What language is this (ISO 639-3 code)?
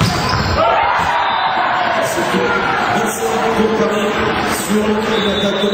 fra